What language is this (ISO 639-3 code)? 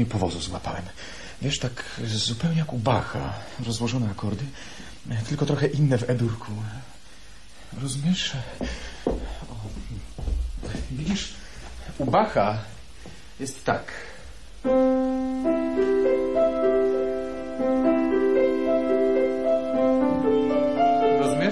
pol